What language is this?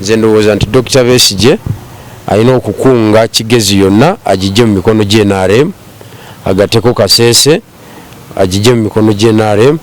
Ganda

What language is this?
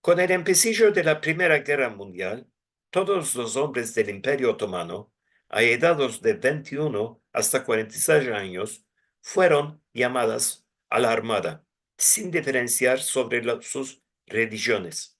Ladino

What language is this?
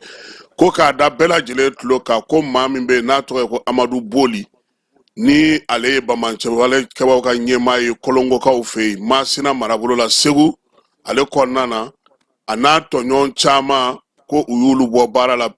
Bambara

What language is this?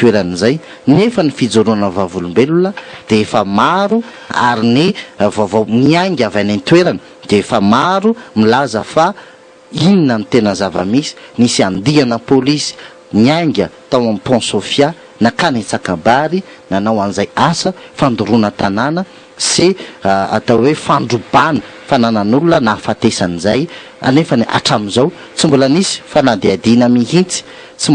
Malagasy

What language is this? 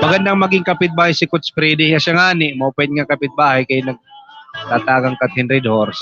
Waray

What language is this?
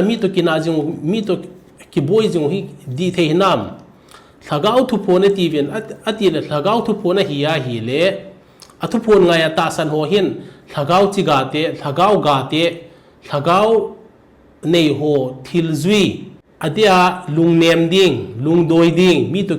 Thado Chin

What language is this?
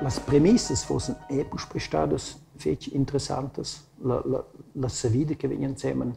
Romansh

